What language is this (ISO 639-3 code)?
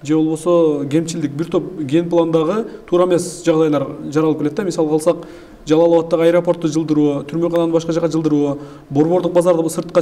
kir